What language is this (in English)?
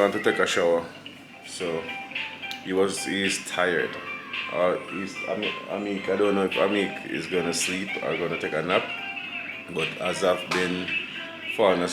Jamaican Creole English